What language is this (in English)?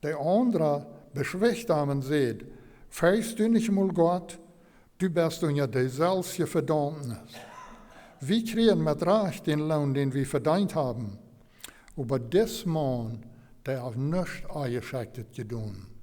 Plautdietsch